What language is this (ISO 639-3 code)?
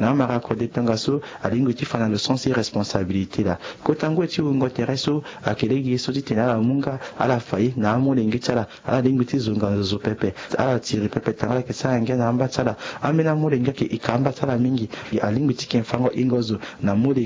sag